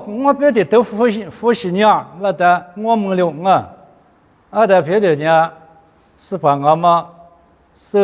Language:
Lisu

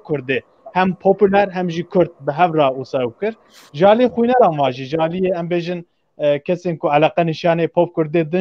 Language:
Kurdish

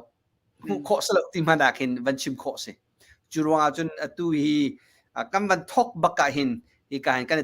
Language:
Hakha Chin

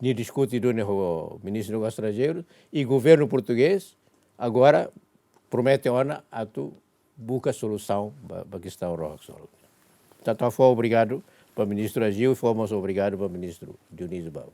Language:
Tetum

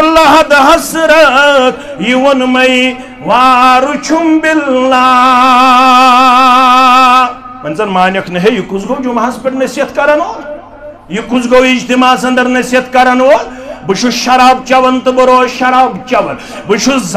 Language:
Kashmiri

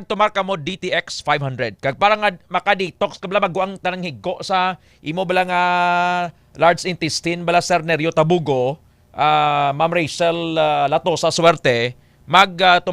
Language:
Hiligaynon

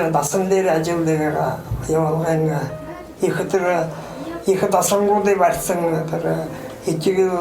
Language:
Buriat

